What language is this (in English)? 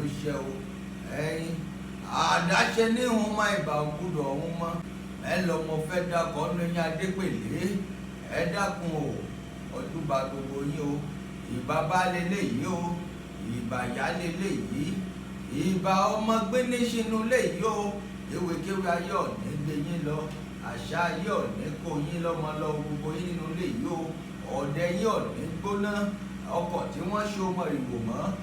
Yoruba